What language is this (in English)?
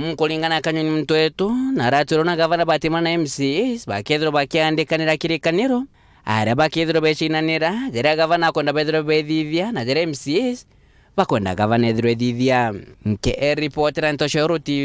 Meru